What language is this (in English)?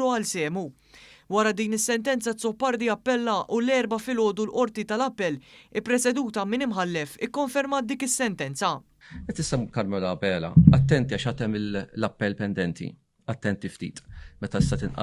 Maltese